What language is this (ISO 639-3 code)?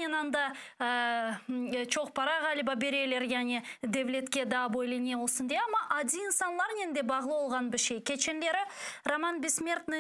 crh